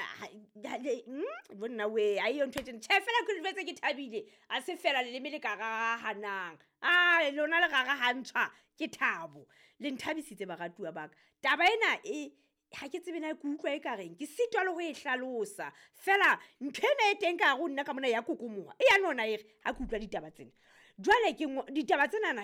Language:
Southern Sotho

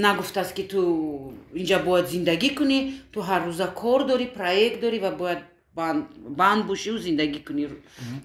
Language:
Tajik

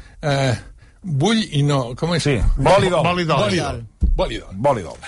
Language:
Catalan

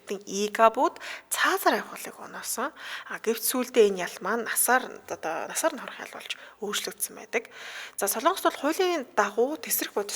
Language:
Mongolian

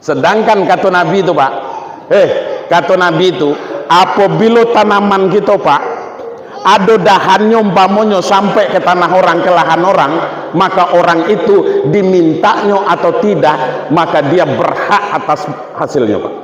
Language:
Minangkabau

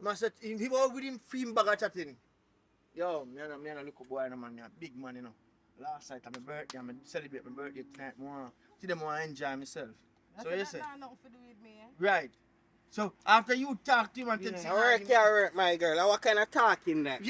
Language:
Jamaican Creole English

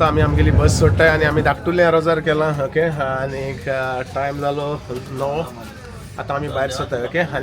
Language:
Konkani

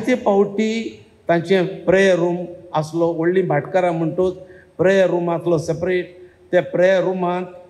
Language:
Konkani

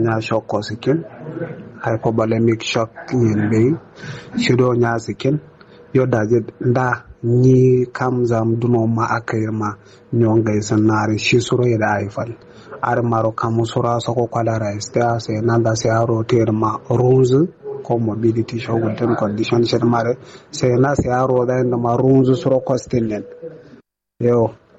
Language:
Kanuri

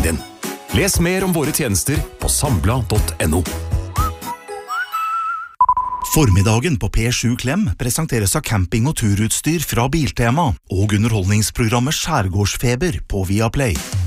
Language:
Norwegian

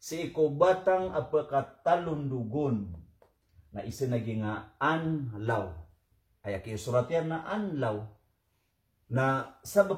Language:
Maranao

